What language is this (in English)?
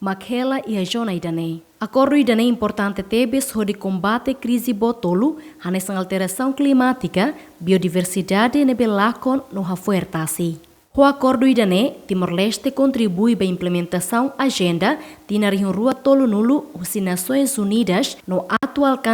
Tetum